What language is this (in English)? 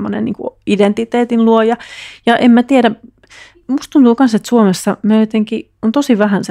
Finnish